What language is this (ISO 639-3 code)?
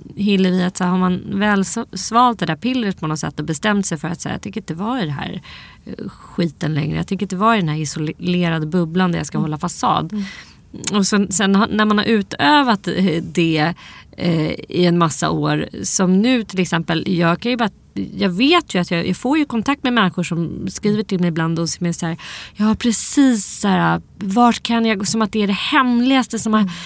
swe